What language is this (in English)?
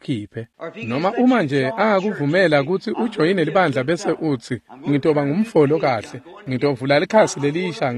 Swati